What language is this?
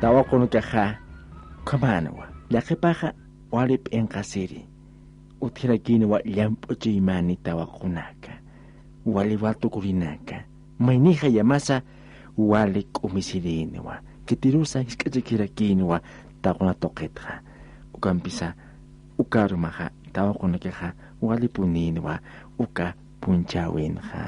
Aymara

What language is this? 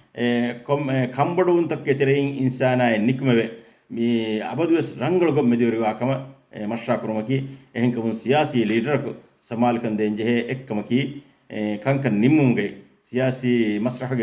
Divehi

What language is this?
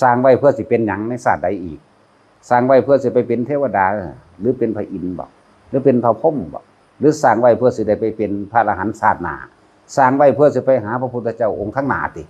Northeastern Thai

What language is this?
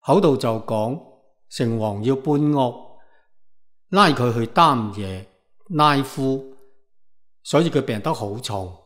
Cantonese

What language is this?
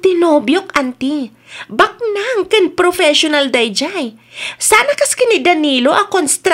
Iloko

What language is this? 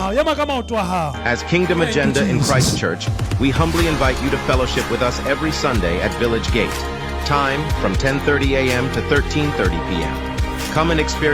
Southern Sotho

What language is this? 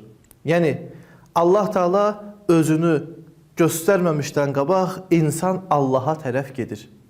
Azerbaijani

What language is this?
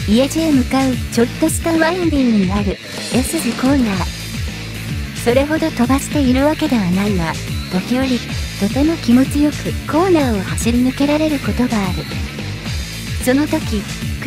Japanese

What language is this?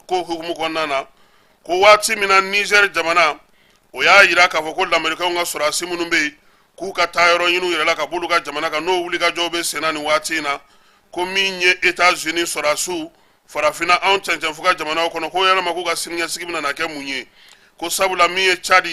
Bambara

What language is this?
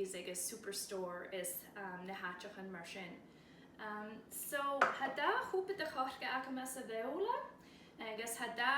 Scottish Gaelic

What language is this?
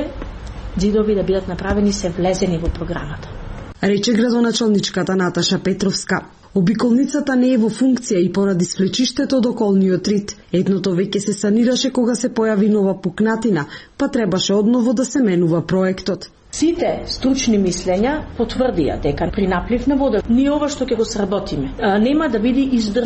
Macedonian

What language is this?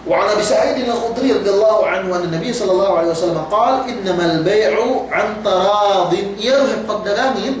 Yakan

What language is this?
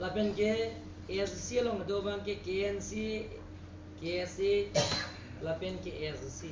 Karbi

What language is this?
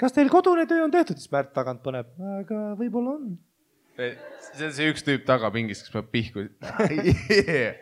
Estonian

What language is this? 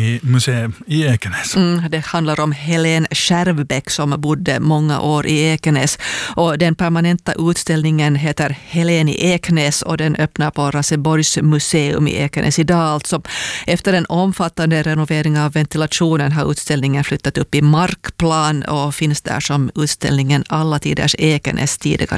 Swedish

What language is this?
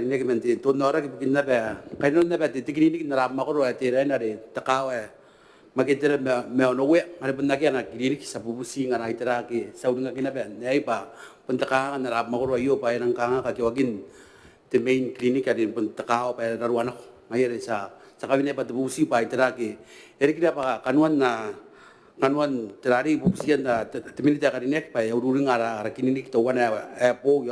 Gilbertese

